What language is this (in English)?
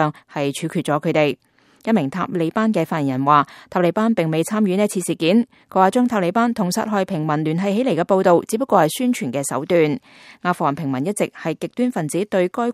Cantonese